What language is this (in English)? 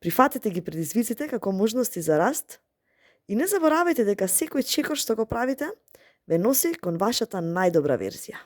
Macedonian